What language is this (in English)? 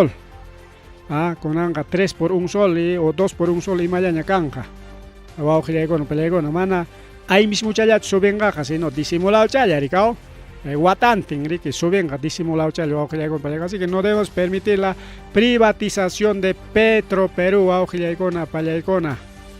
Ayacucho Quechua